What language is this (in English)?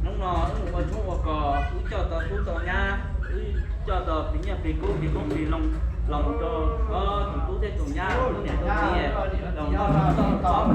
Hmong